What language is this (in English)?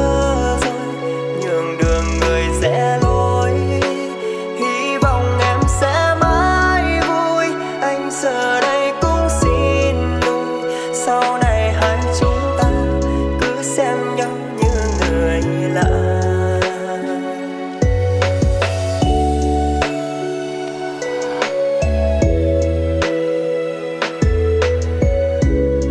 Vietnamese